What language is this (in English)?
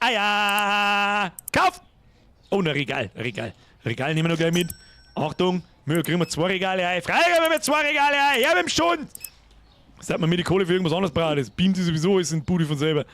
Bavarian